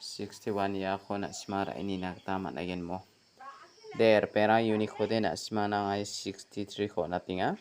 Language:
Garo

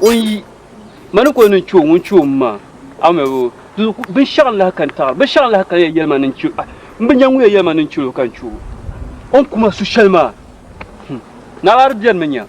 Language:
Dagbani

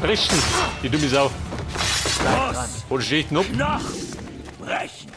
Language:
Bavarian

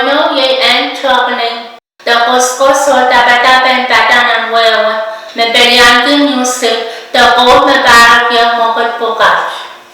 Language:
Pohnpeian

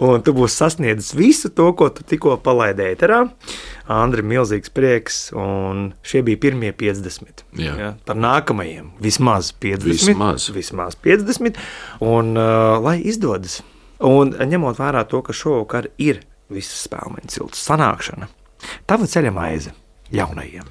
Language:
Latvian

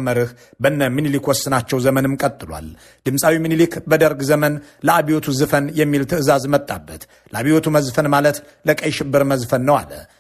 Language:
Amharic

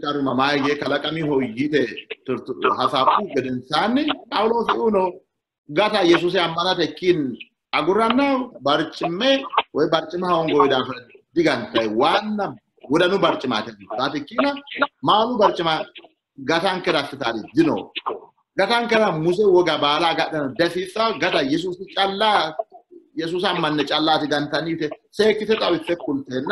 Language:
Sidamo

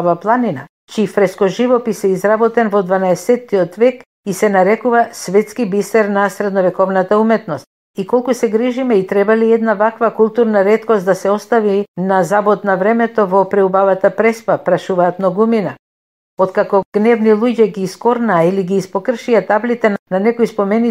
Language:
Macedonian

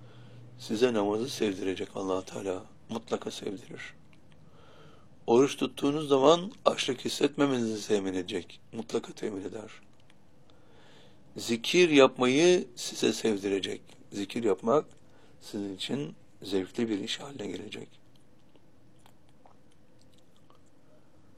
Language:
Turkish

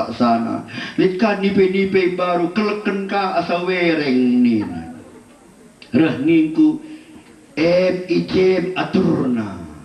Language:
Batak Karo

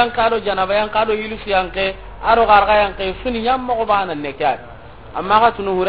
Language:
Soninke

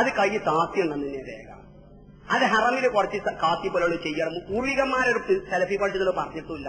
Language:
Malayalam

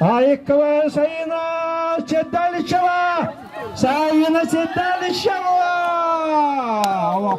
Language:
Yakut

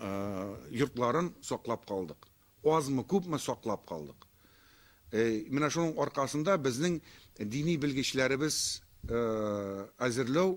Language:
Tatar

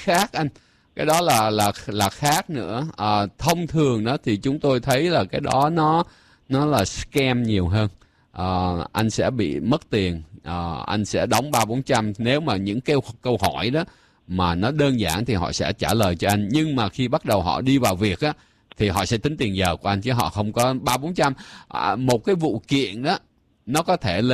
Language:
Vietnamese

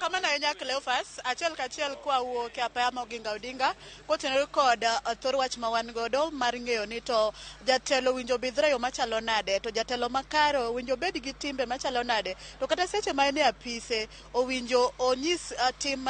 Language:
Luo (Kenya and Tanzania)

